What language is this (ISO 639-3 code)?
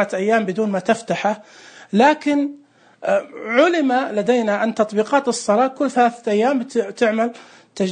ars